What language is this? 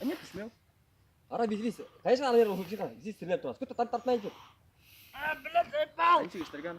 Bashkir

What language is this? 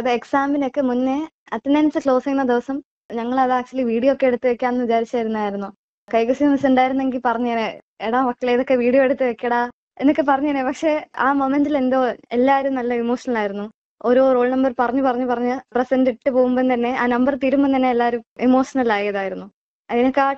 Malayalam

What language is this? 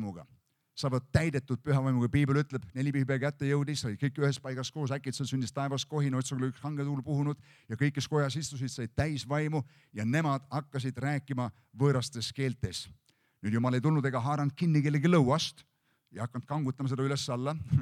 Estonian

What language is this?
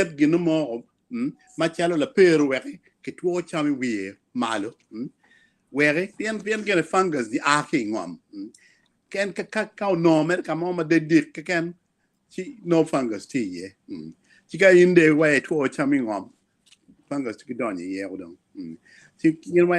Acoli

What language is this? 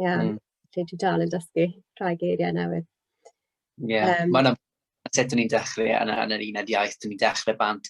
Welsh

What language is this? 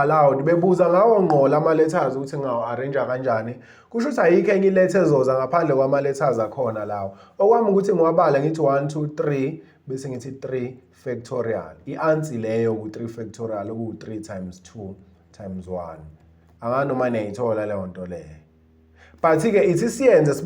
Zulu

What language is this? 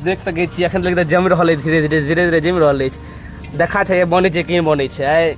Maithili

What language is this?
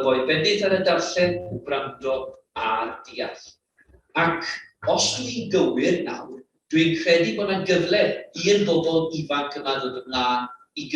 Welsh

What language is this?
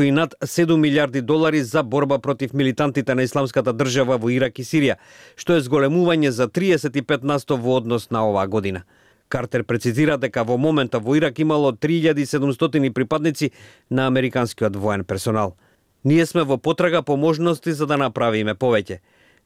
Macedonian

